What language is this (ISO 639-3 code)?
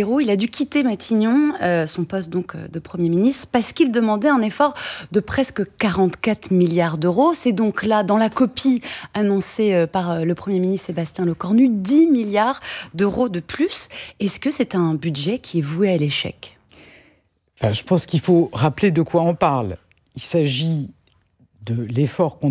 fra